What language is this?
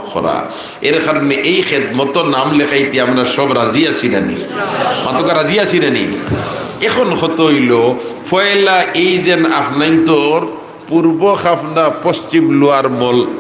Sylheti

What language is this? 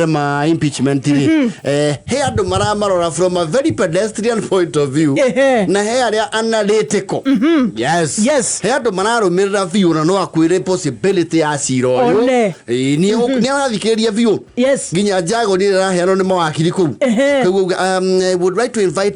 Kikuyu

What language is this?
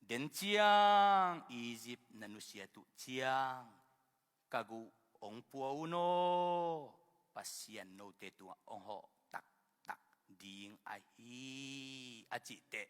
Tedim Chin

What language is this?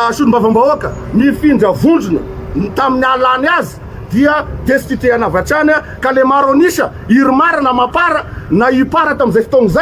Malagasy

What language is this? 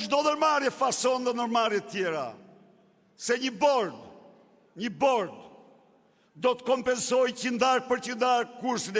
Albanian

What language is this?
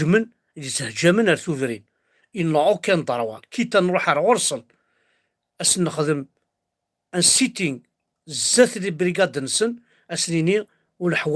Kabyle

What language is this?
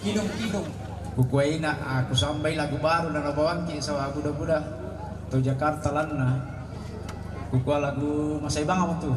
Toraja-Sa'dan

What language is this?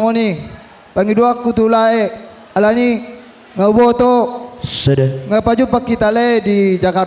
Batak Toba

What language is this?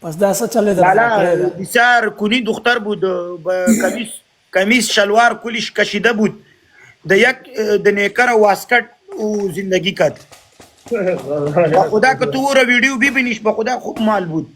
Pashto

